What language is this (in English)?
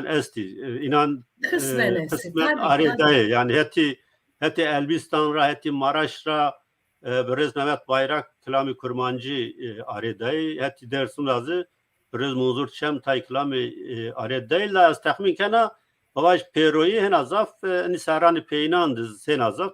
Zaza